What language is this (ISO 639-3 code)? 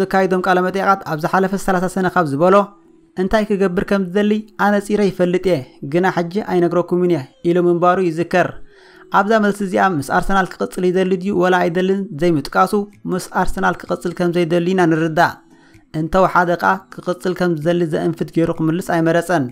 tir